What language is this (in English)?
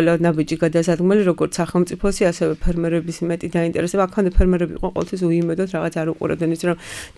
Georgian